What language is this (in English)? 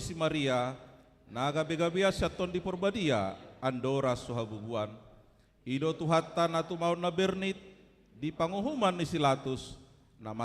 Batak Toba